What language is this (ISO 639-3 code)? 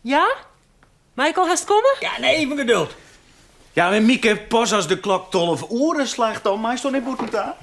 fry